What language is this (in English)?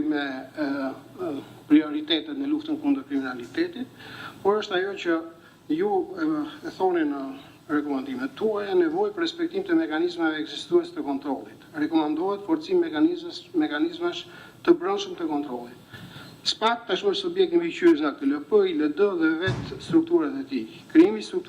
Albanian